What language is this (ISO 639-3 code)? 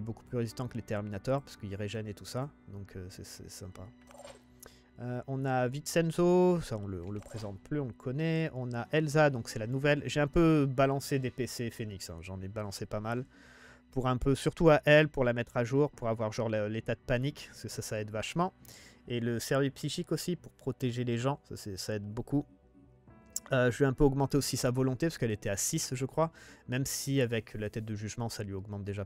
fra